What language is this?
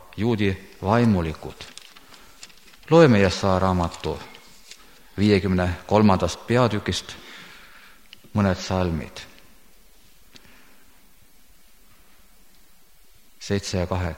Estonian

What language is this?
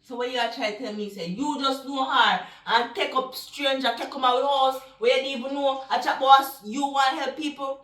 Jamaican Creole English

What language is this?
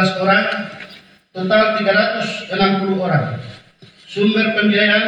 Indonesian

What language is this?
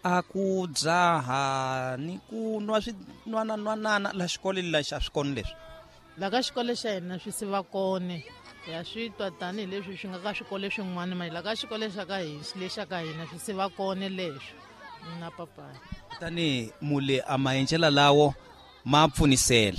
Tsonga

